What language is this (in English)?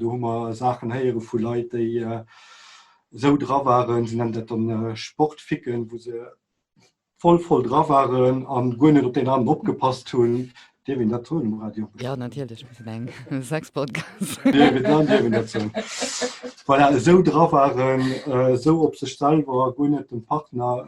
Luxembourgish